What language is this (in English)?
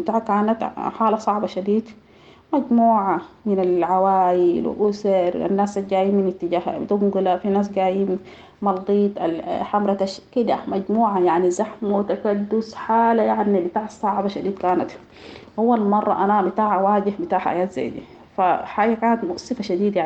Sudanese Arabic